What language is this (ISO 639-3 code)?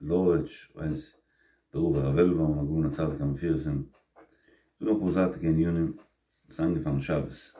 yid